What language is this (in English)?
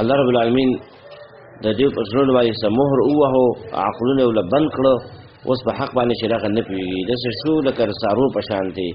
Pashto